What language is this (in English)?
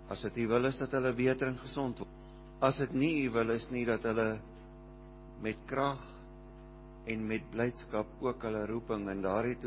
Afrikaans